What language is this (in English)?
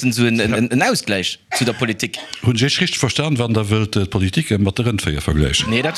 Luxembourgish